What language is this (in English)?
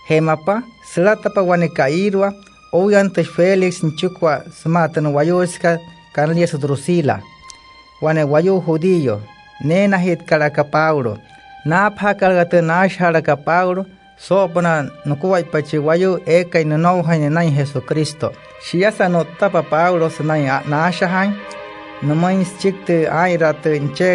Wayuu